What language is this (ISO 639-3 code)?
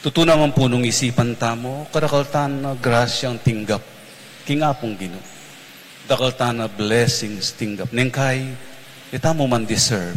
pam